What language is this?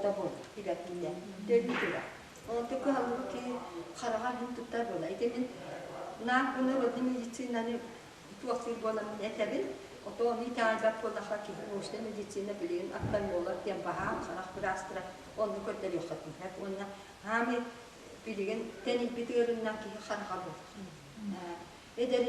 Yakut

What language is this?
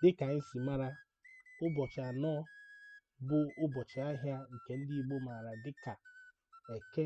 Igbo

